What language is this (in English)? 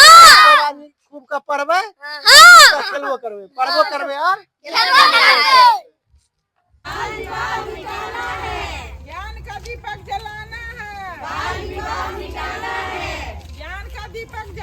Maithili